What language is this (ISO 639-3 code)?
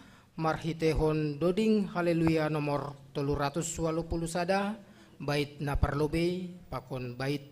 bts